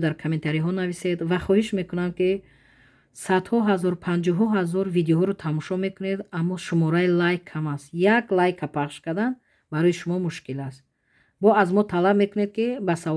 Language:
Tajik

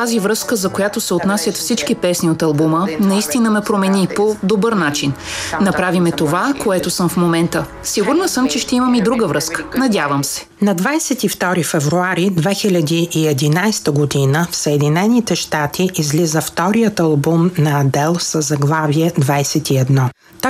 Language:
Bulgarian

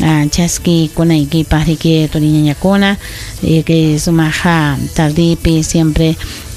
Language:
Ayacucho Quechua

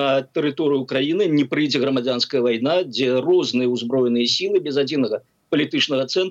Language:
Belarusian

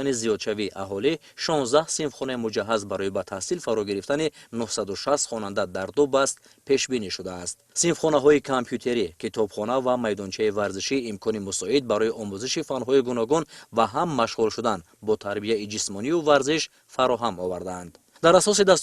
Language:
Tajik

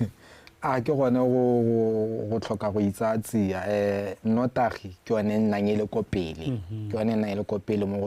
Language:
Tswana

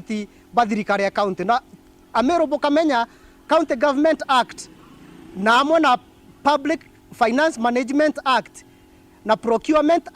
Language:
Meru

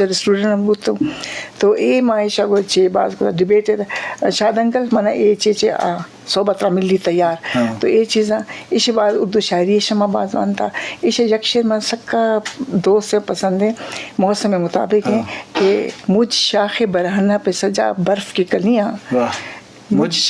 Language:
Eastern Balochi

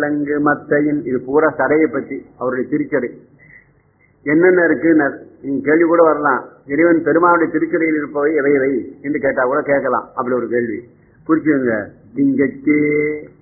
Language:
Tamil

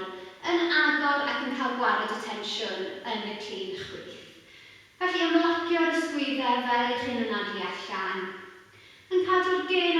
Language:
Welsh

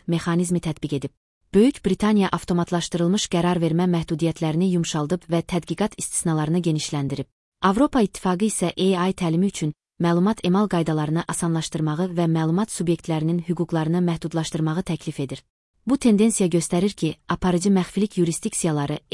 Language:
Azerbaijani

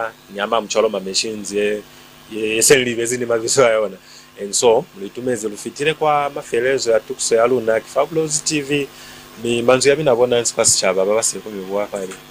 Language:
Lozi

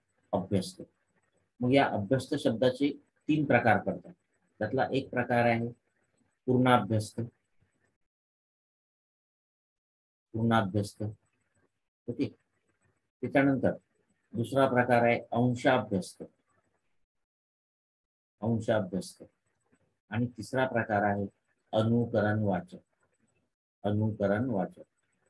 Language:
Marathi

